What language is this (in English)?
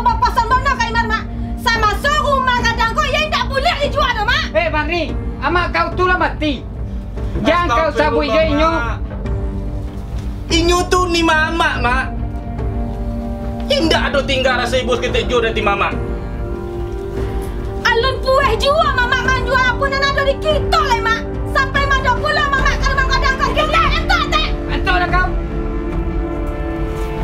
Minangkabau